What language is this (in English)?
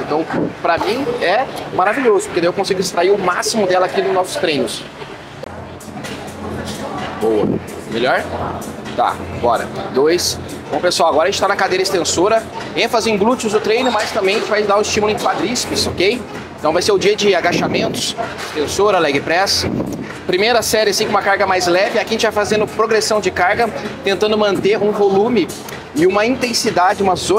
Portuguese